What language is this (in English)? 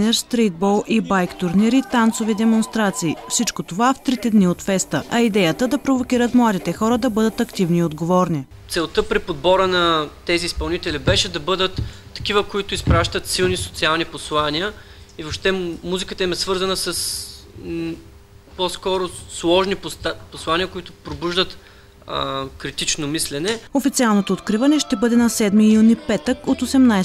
Bulgarian